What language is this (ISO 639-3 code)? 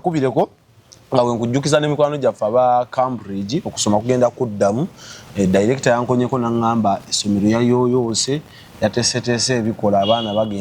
lug